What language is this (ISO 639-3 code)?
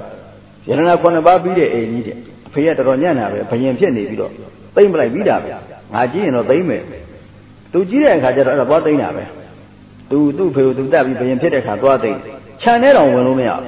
mya